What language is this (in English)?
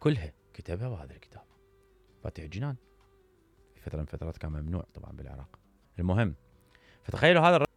Mesopotamian Arabic